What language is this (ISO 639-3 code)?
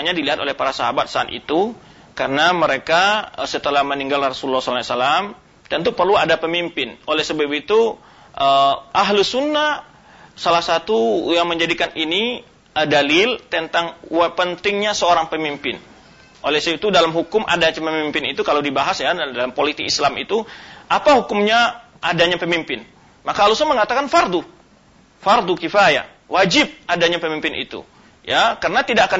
ind